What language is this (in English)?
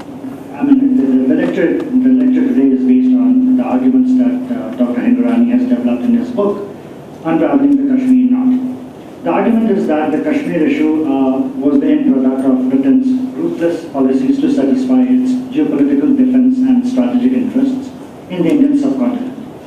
English